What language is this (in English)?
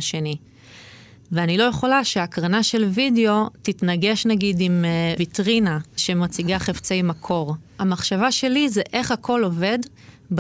Hebrew